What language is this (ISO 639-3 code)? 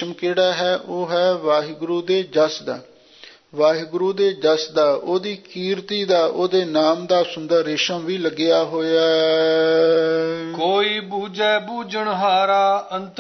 pan